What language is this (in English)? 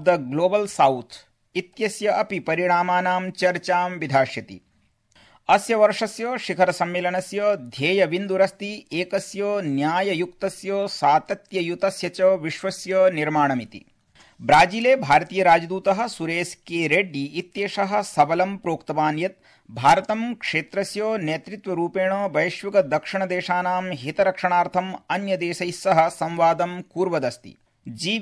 Sanskrit